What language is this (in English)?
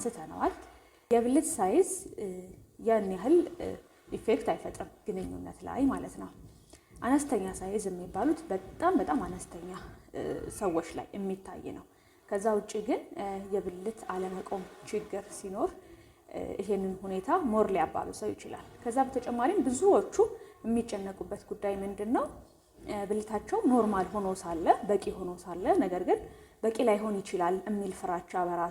Amharic